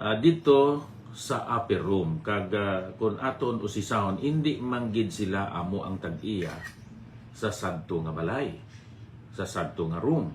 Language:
Hiligaynon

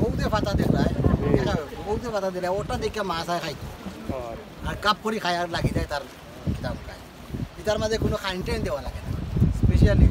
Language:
Sylheti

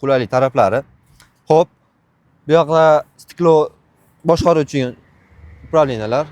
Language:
Uzbek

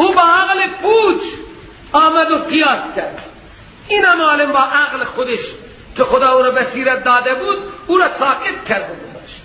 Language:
Persian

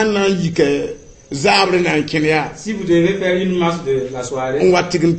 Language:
Mossi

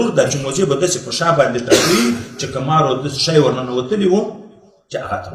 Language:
Pashto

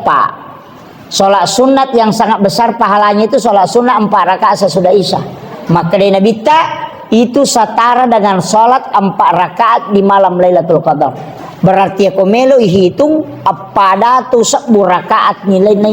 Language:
Buginese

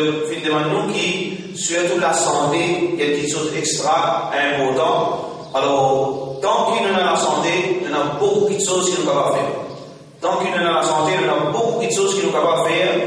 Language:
Morisyen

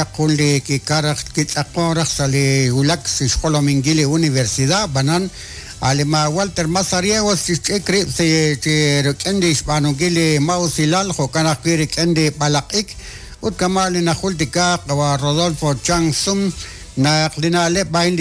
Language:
Kekchí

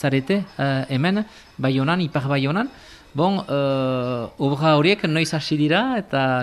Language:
Basque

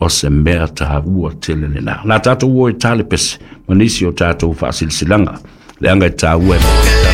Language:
Samoan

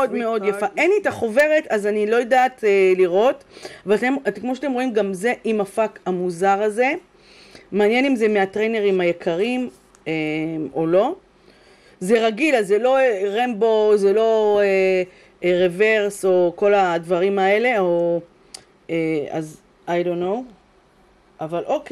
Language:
Hebrew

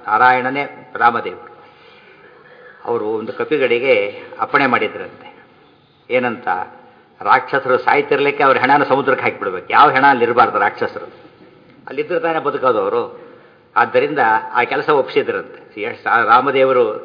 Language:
Kannada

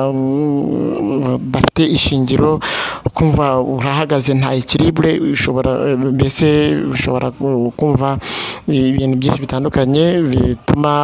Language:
Kinyarwanda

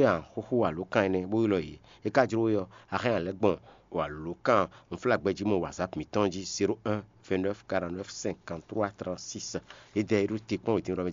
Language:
Fon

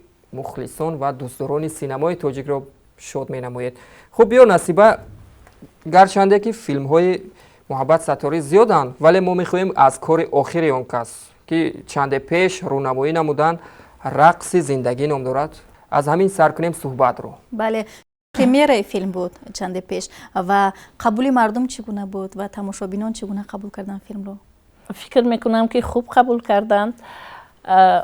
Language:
Tajik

